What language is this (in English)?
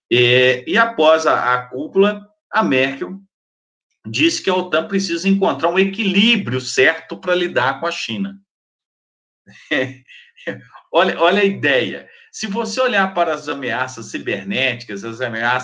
Portuguese